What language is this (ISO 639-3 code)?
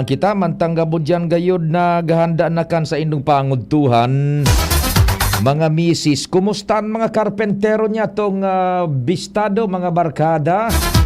bik